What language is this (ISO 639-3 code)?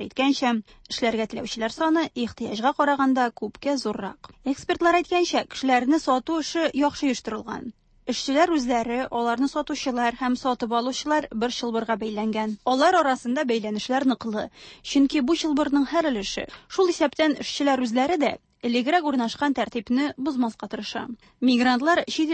tat